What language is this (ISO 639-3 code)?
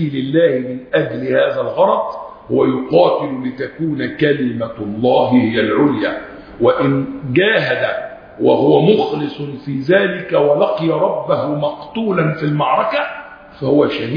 ara